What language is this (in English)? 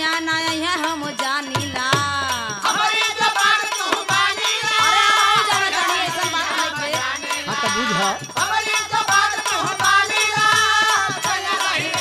Bhojpuri